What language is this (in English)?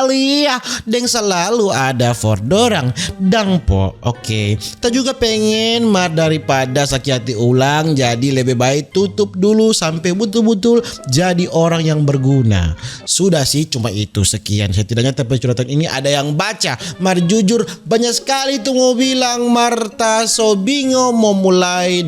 Manado Malay